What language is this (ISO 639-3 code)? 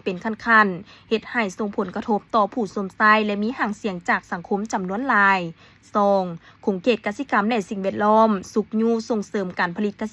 lao